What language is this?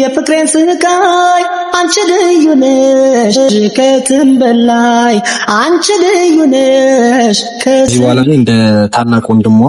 Amharic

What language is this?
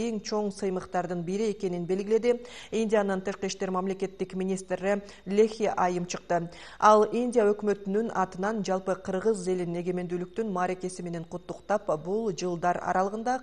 Kyrgyz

